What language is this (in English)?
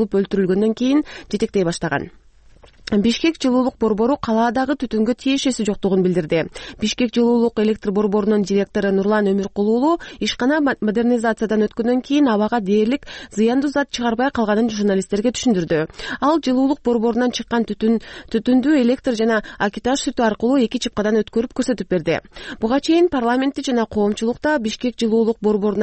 Kyrgyz